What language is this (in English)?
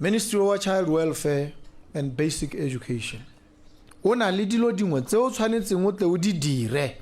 Tswana